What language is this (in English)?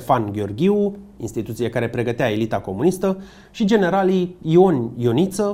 Romanian